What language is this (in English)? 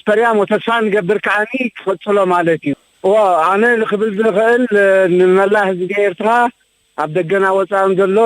Tigrinya